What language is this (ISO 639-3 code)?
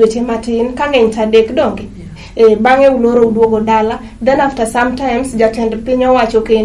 luo